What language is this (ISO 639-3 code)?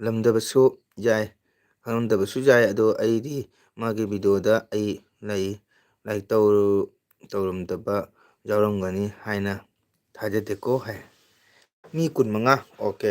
mni